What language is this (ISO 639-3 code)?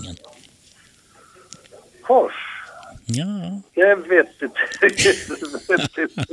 swe